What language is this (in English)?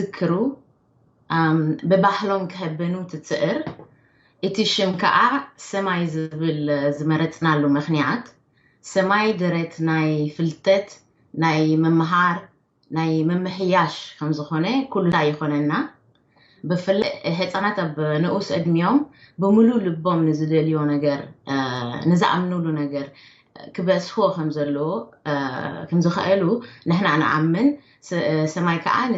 Tigrinya